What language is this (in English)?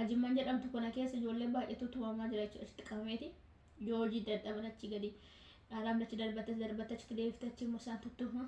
Oromo